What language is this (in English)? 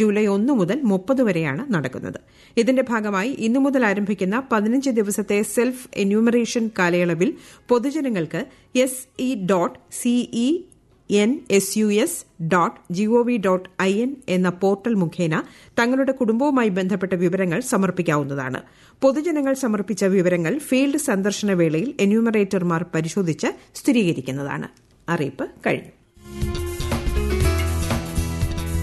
Malayalam